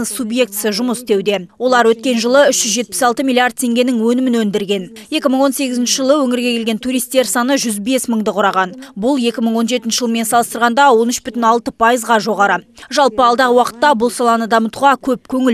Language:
Kazakh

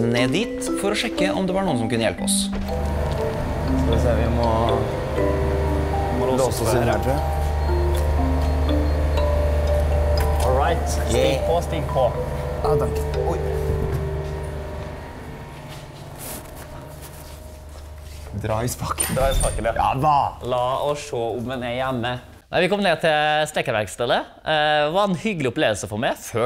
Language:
Norwegian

